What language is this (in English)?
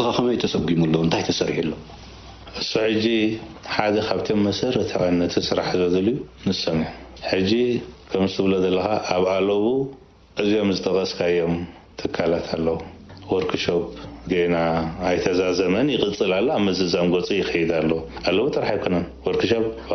Tigrinya